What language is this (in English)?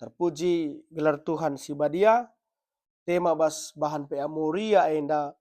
Batak Karo